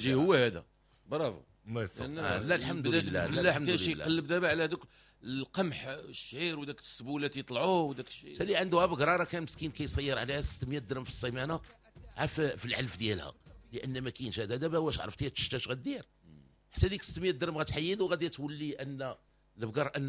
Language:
Moroccan Arabic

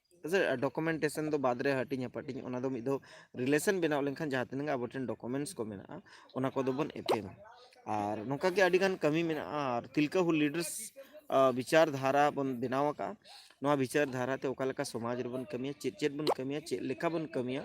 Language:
Santali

